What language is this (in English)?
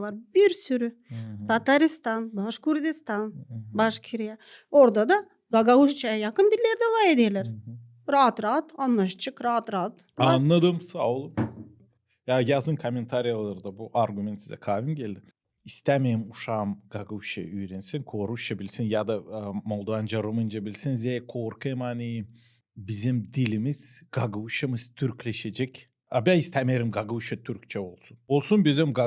Gagauz